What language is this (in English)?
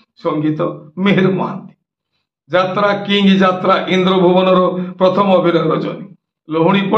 Odia